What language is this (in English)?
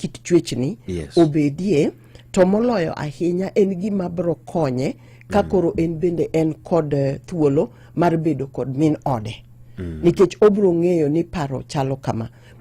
Luo (Kenya and Tanzania)